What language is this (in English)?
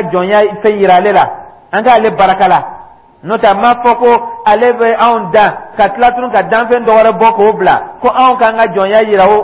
Dyula